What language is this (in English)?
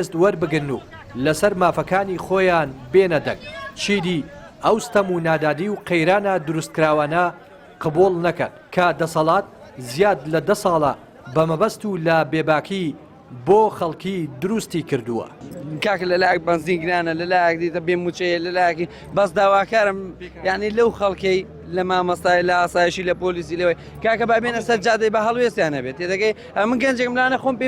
Central Kurdish